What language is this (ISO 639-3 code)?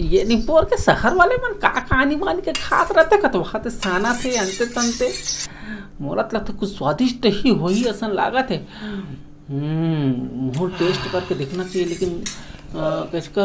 hne